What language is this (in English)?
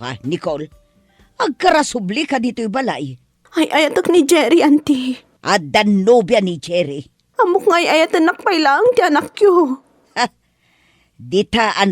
Iloko